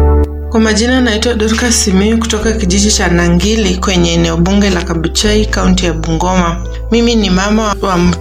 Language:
Swahili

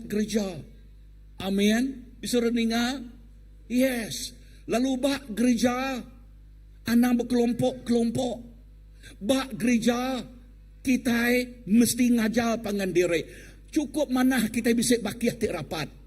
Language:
Iban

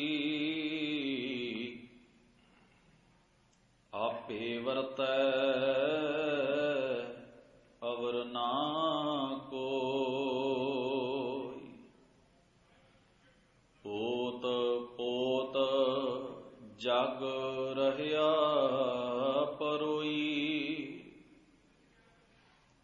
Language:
Punjabi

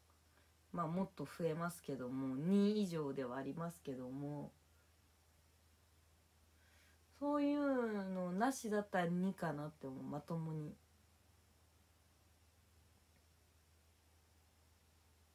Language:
Japanese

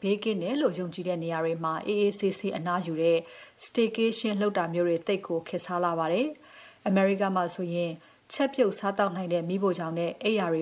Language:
Burmese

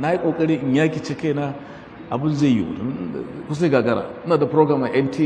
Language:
Hausa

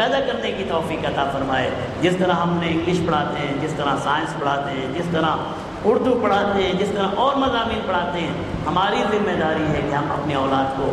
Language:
Urdu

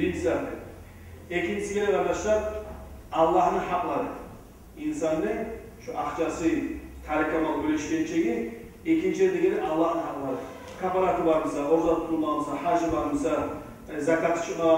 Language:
Kumyk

